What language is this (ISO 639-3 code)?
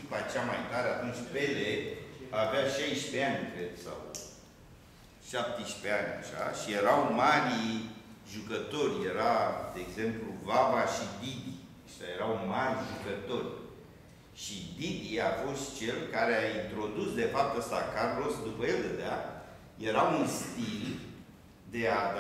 ron